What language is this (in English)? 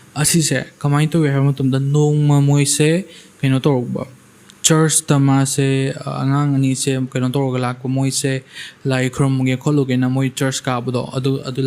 Manipuri